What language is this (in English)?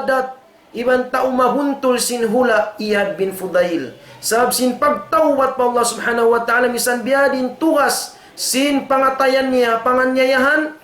Tausug